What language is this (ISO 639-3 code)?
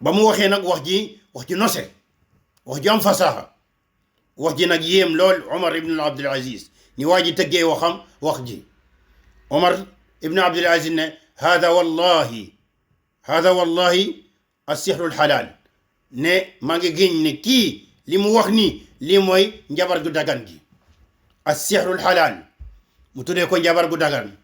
wol